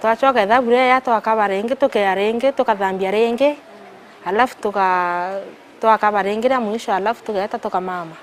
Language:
Meru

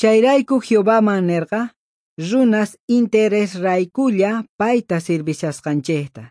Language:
South Bolivian Quechua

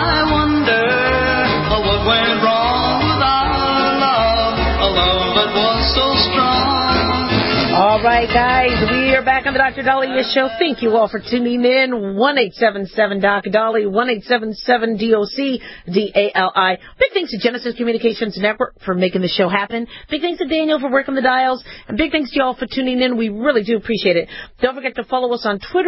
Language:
English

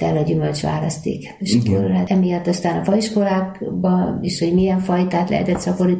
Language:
Hungarian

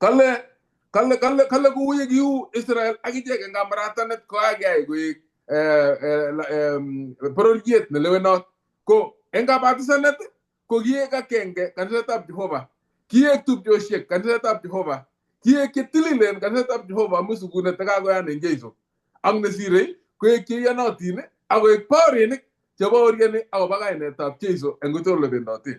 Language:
Kalenjin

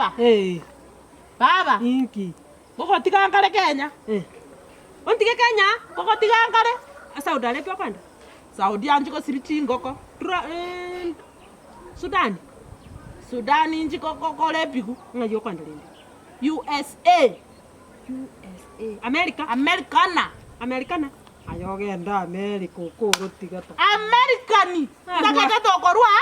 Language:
Gusii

